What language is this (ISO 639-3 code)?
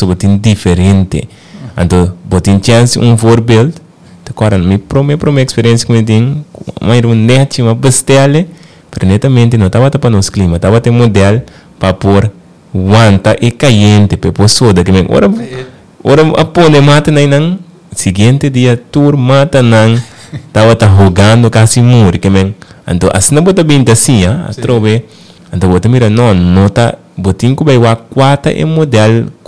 pap